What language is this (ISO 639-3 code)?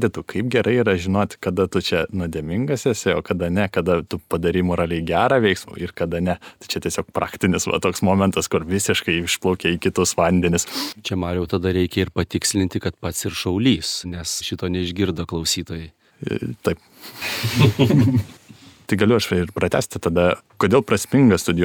lit